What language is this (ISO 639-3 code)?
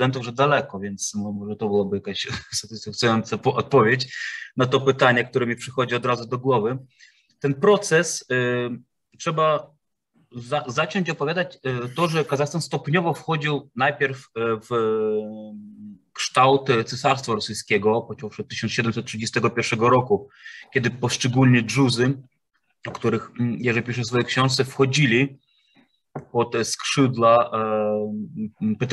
pol